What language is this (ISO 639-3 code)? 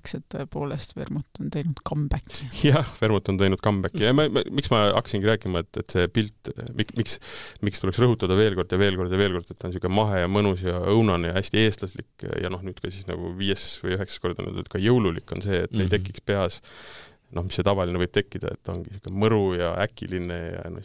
est